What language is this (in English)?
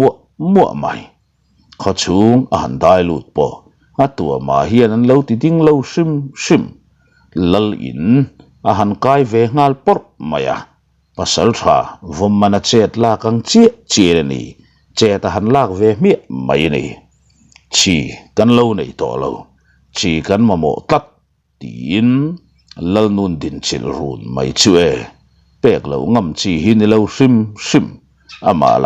Mizo